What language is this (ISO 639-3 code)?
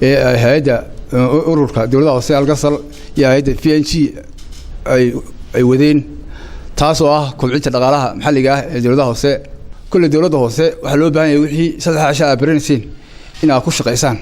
som